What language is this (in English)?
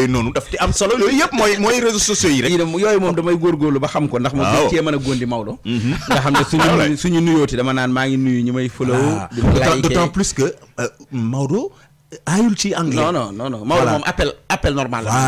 Wolof